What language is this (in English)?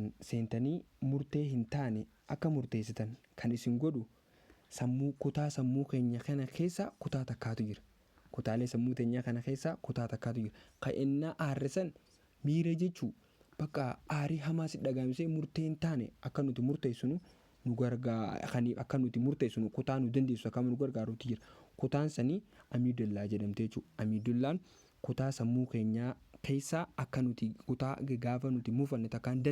Oromo